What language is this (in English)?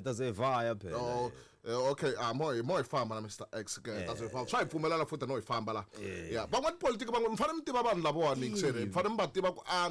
Tsonga